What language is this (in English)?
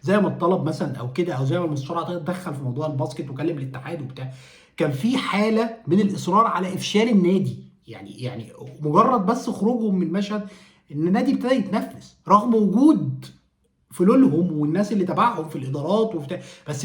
Egyptian Arabic